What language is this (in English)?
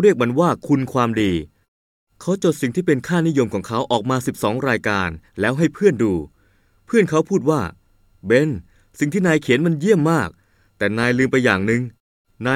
Thai